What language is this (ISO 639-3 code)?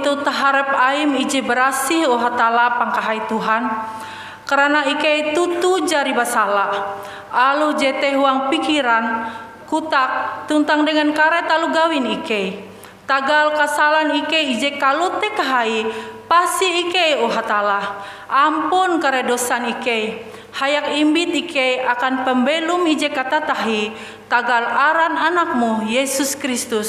nij